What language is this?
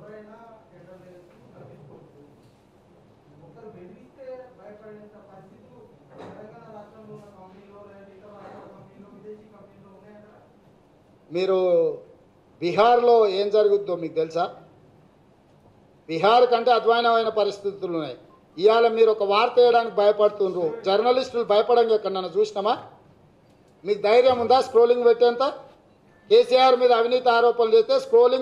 Telugu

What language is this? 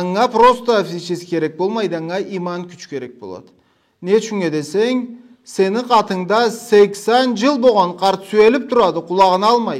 Karachay-Balkar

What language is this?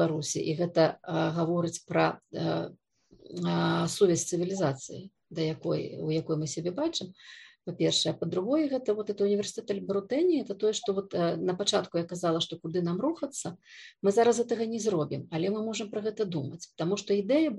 Belarusian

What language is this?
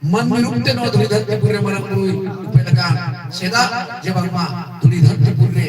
Santali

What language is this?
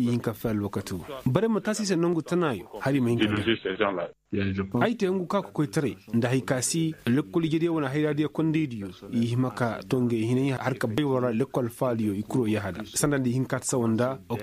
Koyraboro Senni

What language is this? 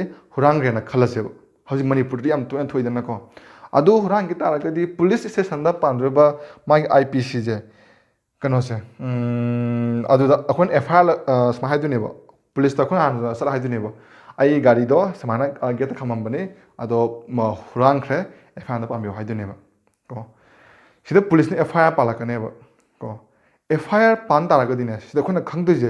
Manipuri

